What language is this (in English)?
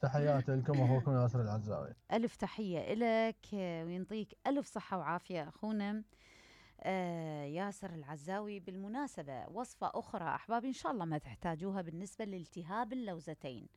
Mesopotamian Arabic